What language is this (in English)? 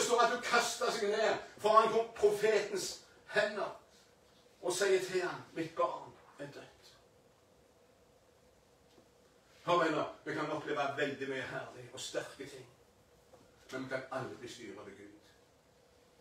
Norwegian